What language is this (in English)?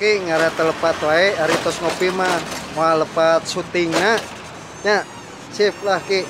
Sundanese